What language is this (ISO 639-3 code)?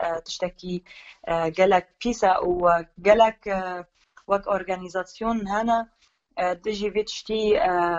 kur